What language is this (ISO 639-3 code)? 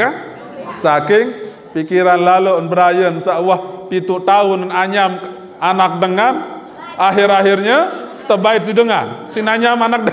sas